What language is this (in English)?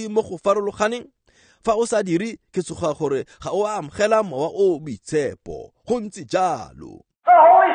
Tswana